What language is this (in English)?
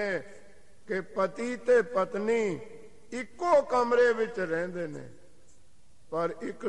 Punjabi